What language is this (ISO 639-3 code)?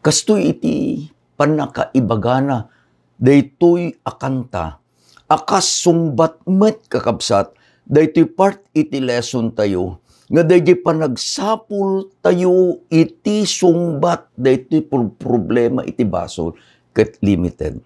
ilo